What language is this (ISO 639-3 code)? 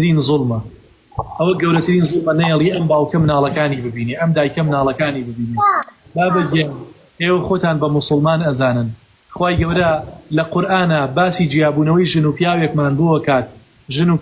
ckb